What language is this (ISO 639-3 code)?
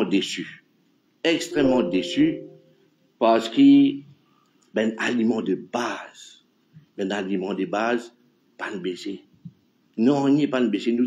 mfe